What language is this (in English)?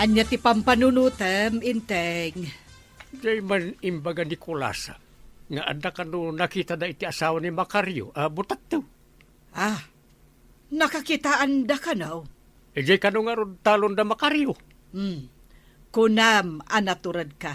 Iloko